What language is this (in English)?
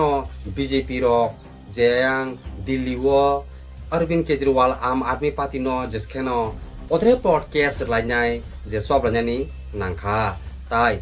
Kok Borok